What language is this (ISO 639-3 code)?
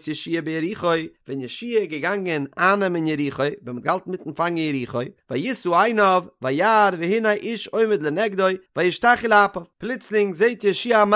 yid